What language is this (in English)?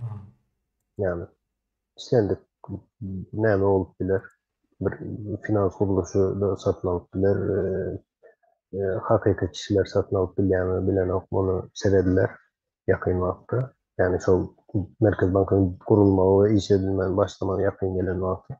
Turkmen